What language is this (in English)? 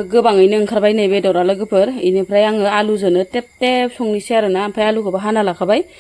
Bodo